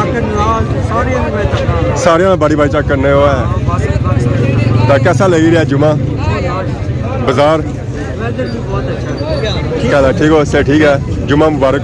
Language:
Pahari-Potwari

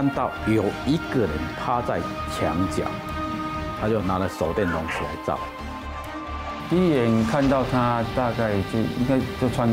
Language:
Chinese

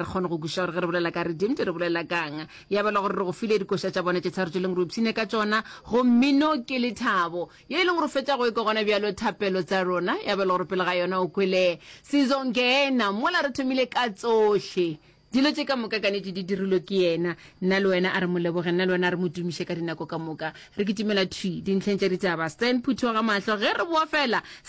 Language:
Northern Sotho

